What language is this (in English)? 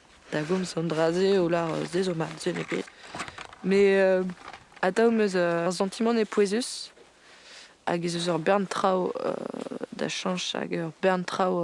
Breton